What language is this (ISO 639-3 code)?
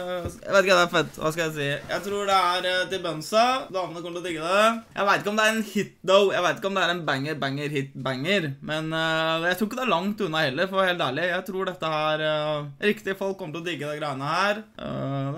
nor